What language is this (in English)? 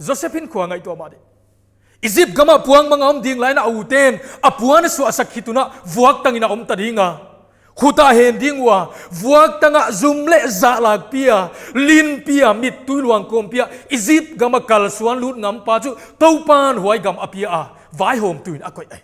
Paite Chin